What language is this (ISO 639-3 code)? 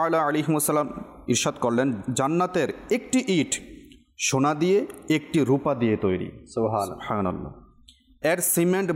ben